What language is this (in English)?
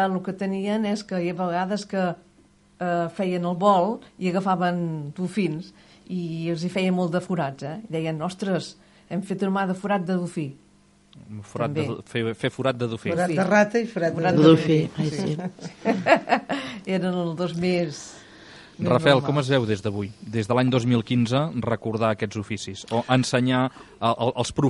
Catalan